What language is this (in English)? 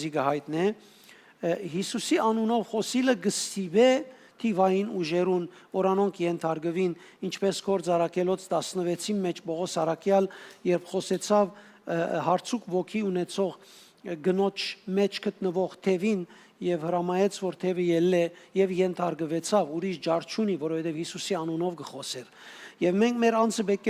Western Armenian